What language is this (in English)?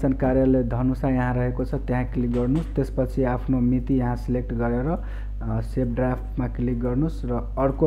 Nepali